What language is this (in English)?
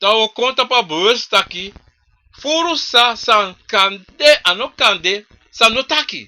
Sranan Tongo